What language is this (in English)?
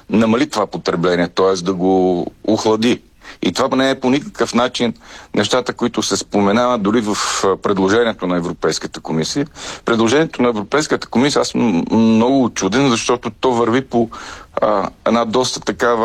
Bulgarian